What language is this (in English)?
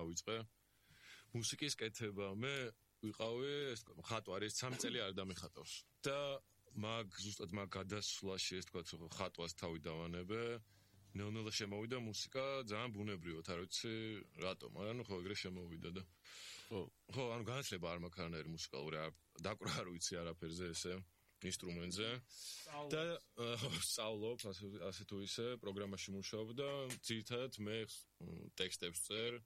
Georgian